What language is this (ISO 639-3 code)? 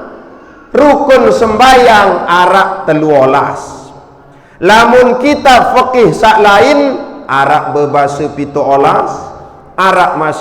sas